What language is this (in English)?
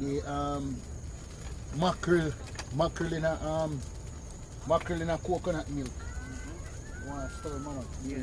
Jamaican Creole English